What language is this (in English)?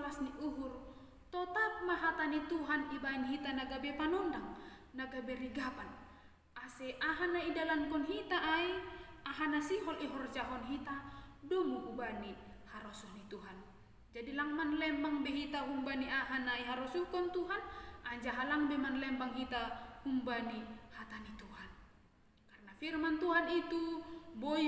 Batak Simalungun